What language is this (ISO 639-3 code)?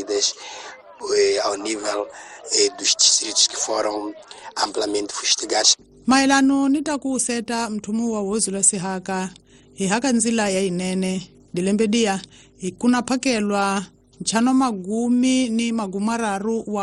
tso